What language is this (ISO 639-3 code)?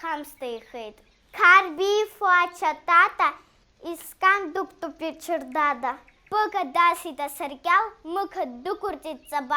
abk